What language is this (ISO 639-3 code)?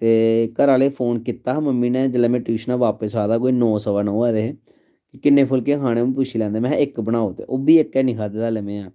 doi